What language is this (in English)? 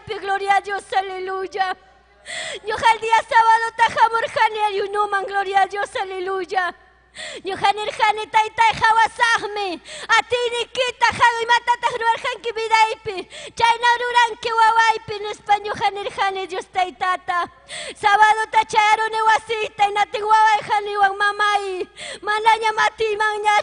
Ayacucho Quechua